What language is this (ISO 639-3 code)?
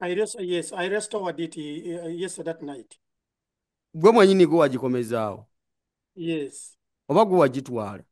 lug